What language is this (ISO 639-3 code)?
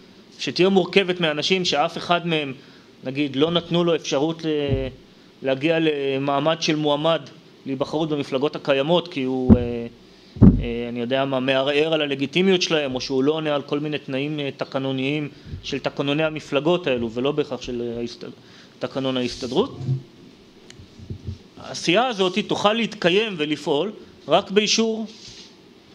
heb